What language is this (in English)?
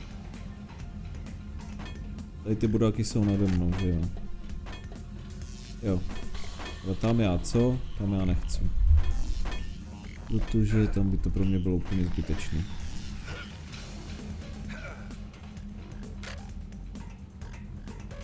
Czech